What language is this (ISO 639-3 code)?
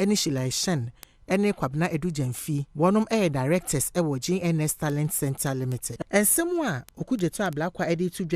aka